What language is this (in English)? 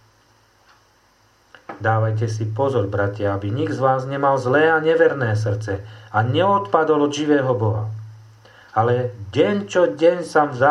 Slovak